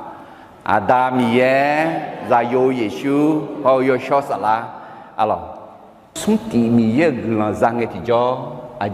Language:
Akha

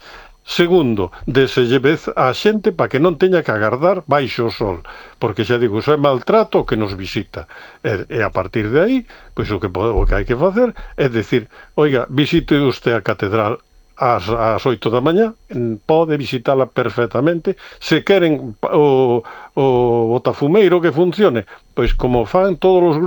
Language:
Galician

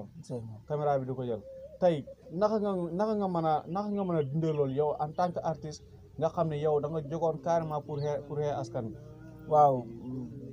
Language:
Wolof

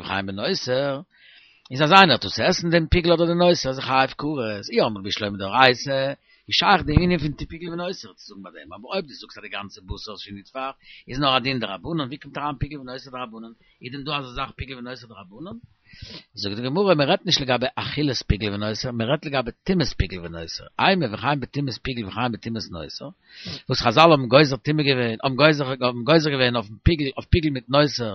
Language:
Yiddish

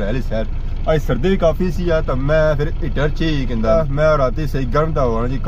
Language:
Pahari-Potwari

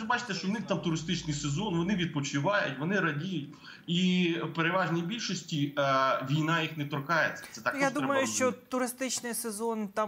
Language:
Ukrainian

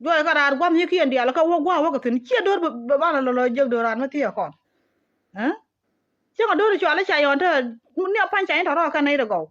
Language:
Nuer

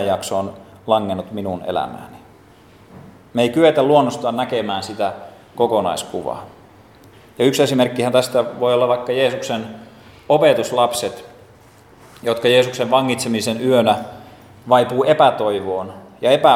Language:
Finnish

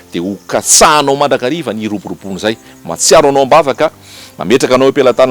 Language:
Malagasy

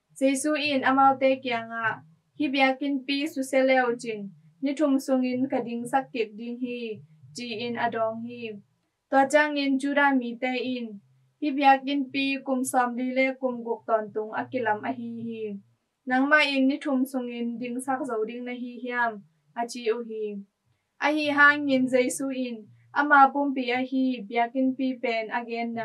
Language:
Tedim Chin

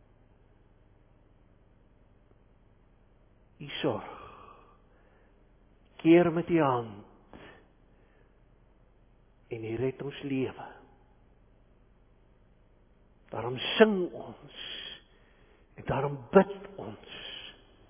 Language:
Afrikaans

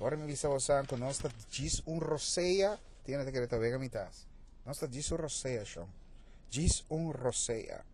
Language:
Papiamento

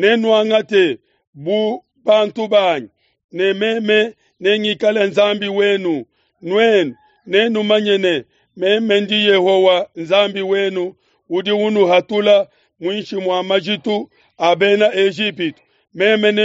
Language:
Luba-Lulua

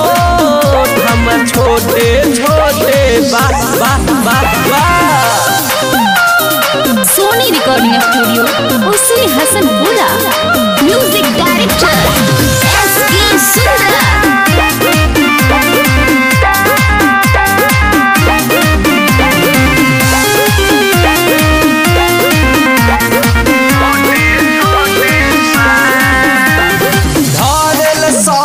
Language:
Bhojpuri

